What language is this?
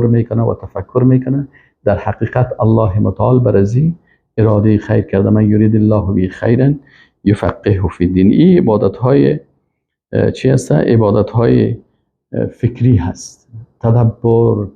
Persian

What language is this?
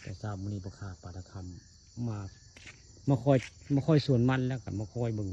Northeastern Thai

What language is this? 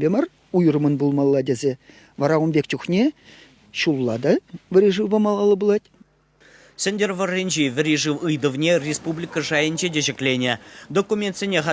Chuvash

